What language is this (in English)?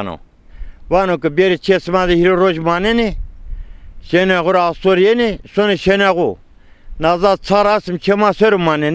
Zaza